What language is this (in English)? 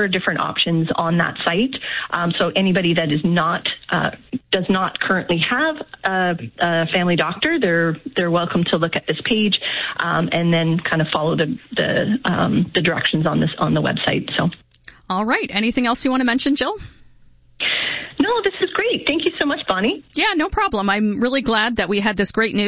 English